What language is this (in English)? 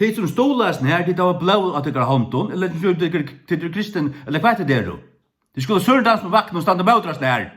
Faroese